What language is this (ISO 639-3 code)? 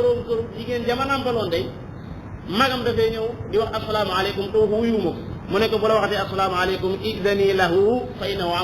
wol